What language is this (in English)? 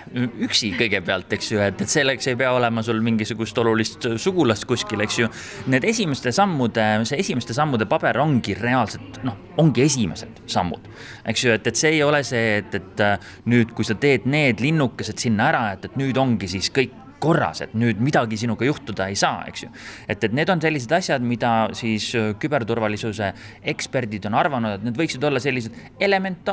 Estonian